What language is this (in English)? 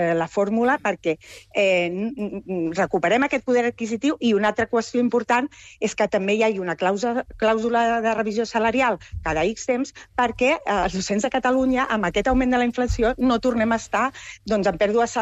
Catalan